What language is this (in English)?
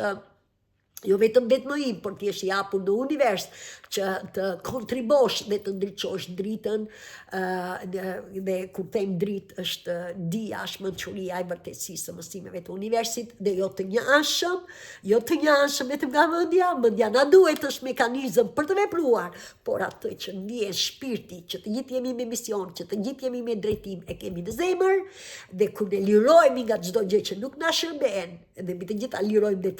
Albanian